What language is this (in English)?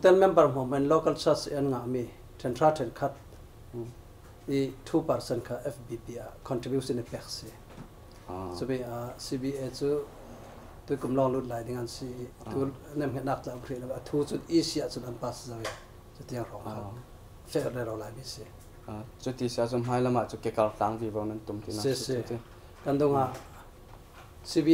Falam Chin